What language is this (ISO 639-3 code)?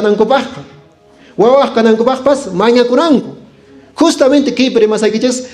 que